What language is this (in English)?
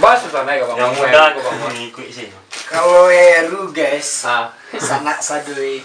Minangkabau